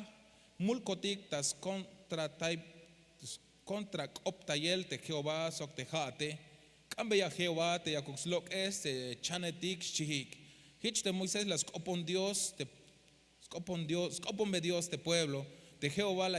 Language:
Tzeltal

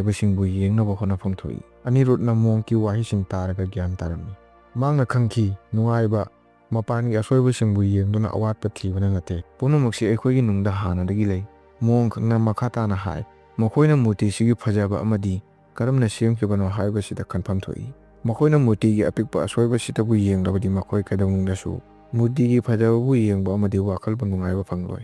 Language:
Manipuri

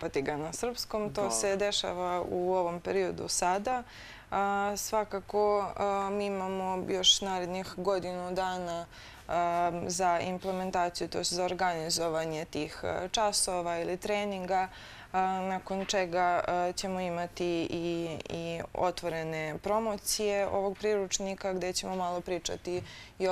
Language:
Serbian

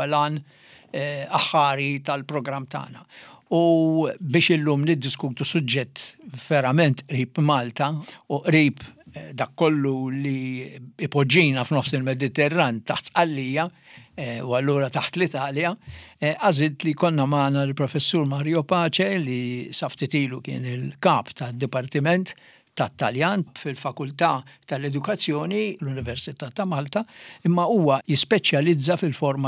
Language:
Maltese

